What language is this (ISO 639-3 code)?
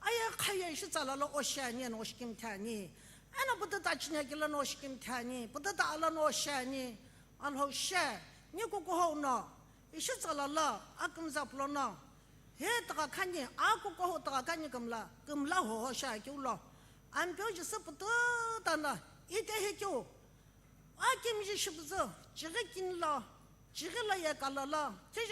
nsm